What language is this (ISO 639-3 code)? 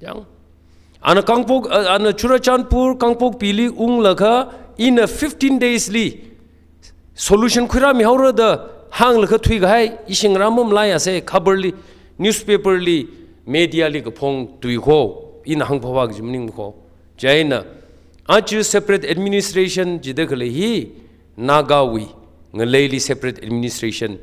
nmf